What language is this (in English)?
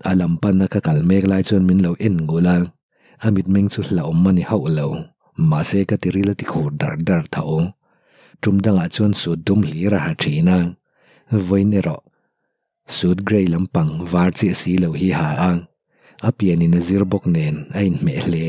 Mizo